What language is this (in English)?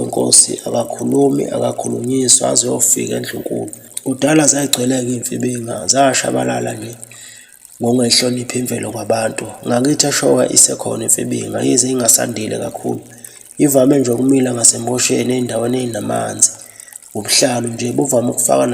Zulu